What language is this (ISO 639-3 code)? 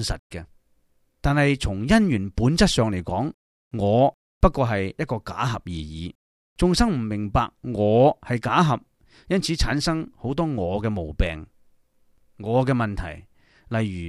yue